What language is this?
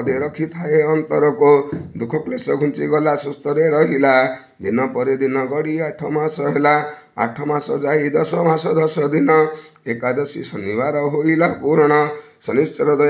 Odia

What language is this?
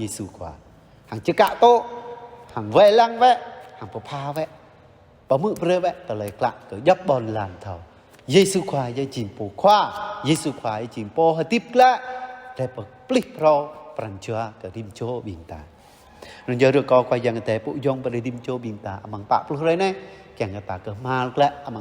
Jarai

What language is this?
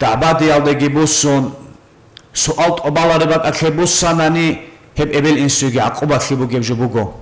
Avaric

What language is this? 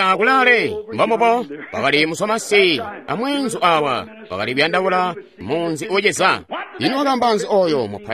Tonga (Zambia)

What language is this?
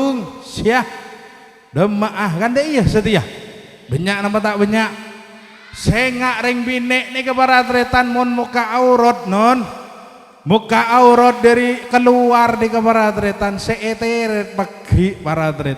Madurese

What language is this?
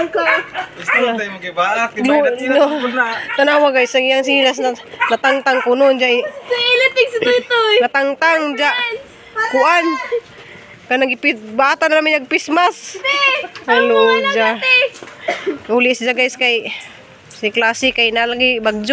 Cebuano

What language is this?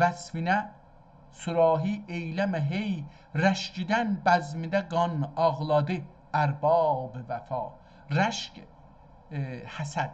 South Azerbaijani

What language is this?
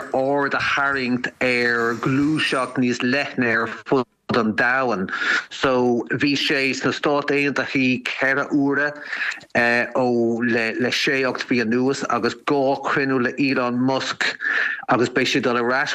Irish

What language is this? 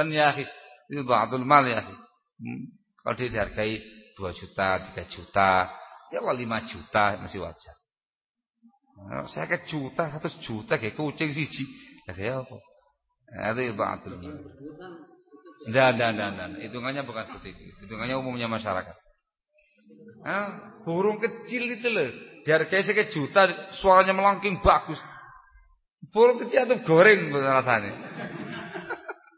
Indonesian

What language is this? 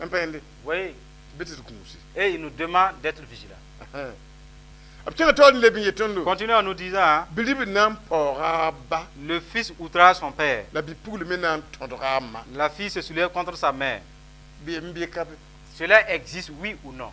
Mossi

